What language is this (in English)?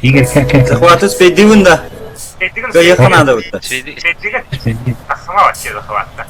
Yakut